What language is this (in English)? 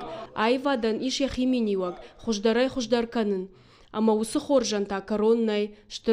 Ossetic